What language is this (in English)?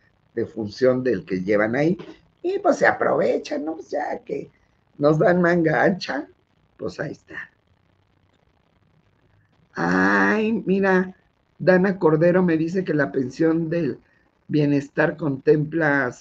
Spanish